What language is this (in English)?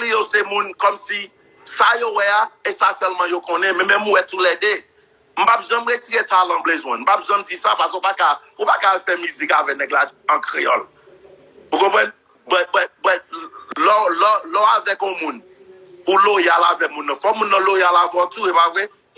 Haitian Creole